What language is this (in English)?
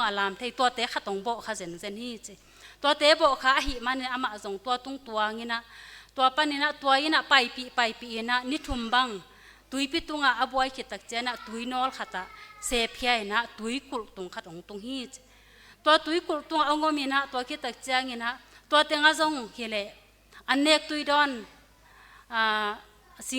Tedim Chin